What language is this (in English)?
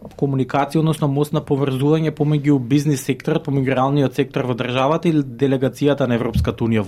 Macedonian